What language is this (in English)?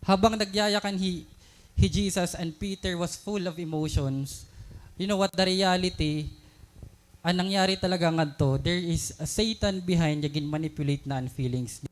Waray